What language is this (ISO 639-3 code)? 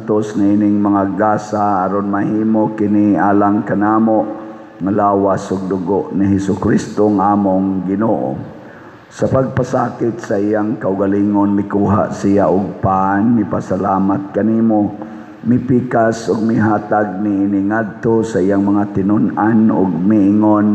ceb